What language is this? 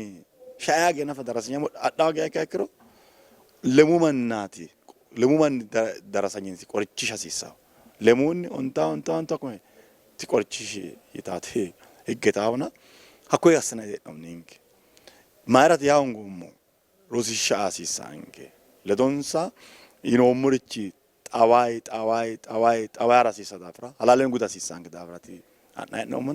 Sidamo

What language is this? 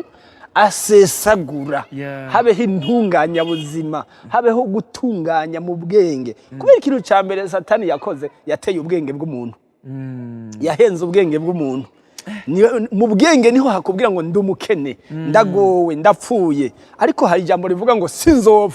Rundi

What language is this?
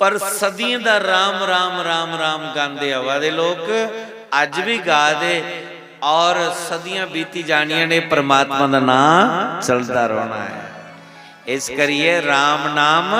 Dogri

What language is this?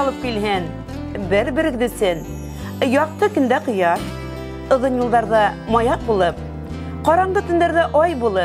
Bashkir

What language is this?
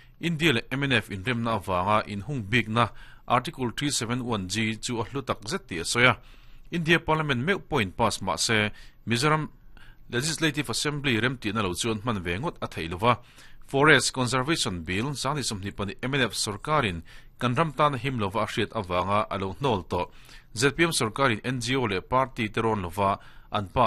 Mizo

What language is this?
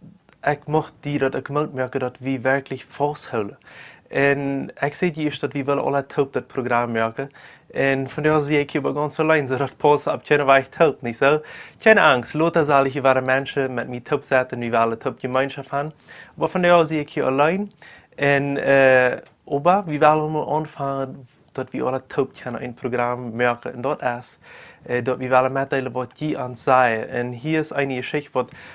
Plautdietsch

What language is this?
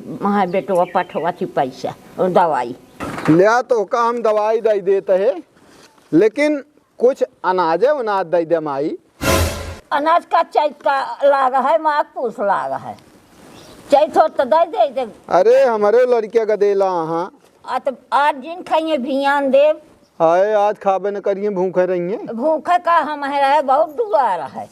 Awadhi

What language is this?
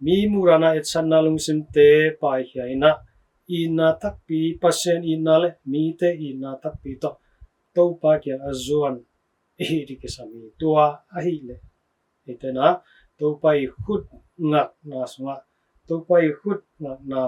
Tedim Chin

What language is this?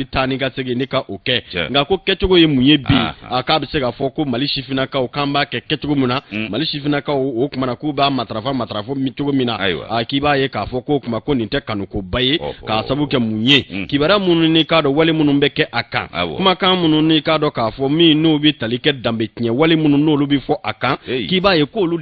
Bambara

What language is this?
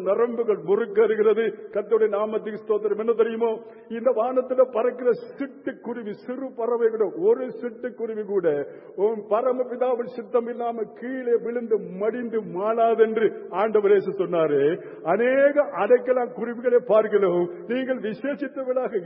Tamil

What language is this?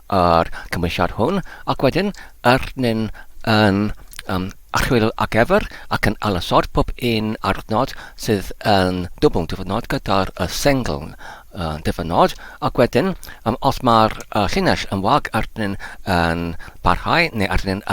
Welsh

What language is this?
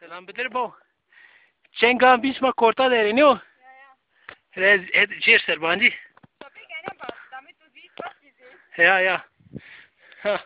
Zaza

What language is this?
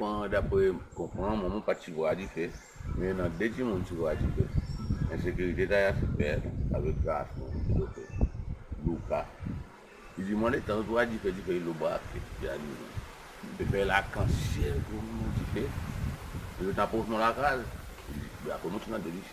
Seselwa Creole French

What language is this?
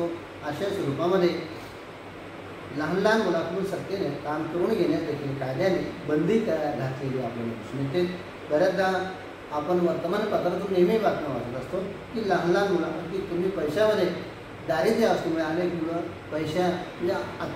Marathi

